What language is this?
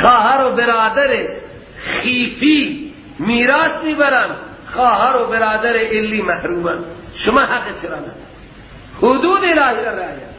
Persian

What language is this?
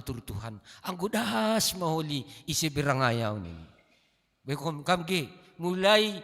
Batak Simalungun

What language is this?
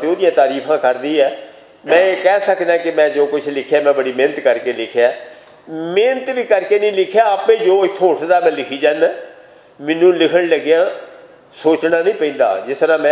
Western Panjabi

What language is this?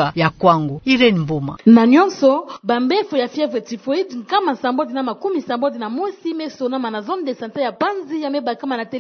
Kituba (Democratic Republic of Congo)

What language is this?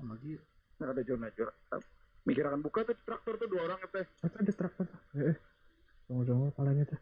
Banjar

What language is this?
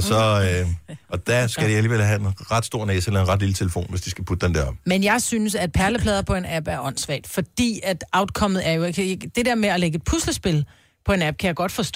Danish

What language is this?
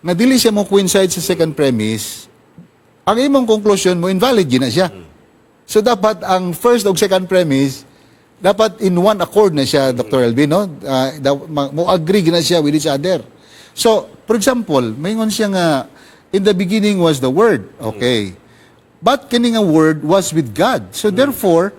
Cebuano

